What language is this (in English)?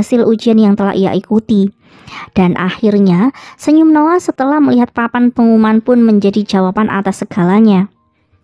Indonesian